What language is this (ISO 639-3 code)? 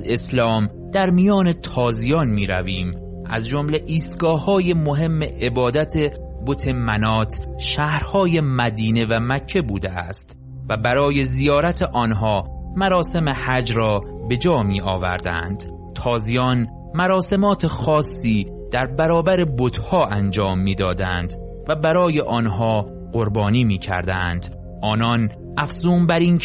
fas